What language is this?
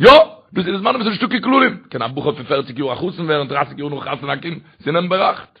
Yiddish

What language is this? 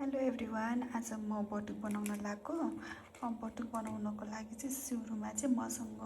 Nepali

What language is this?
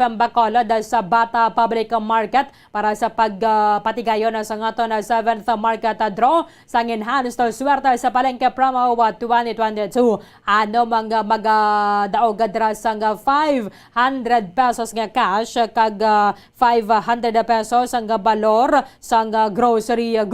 Hiligaynon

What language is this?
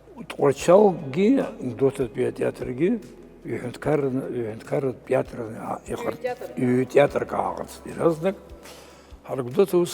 Abkhazian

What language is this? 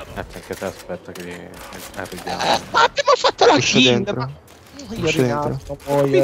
Italian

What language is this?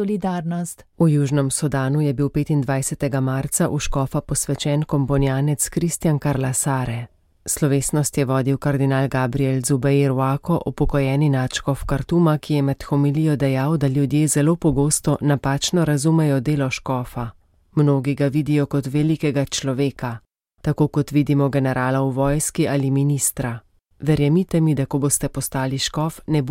Slovenian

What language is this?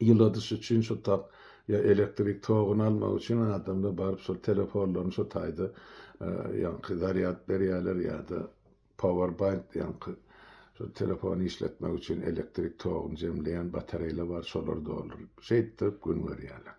Turkmen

